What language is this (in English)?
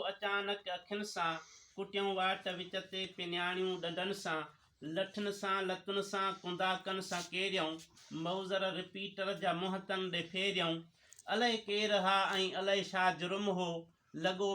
Sindhi